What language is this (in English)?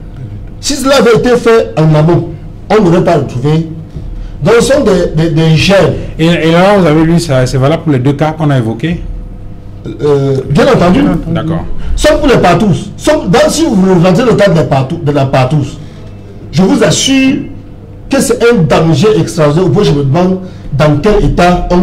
French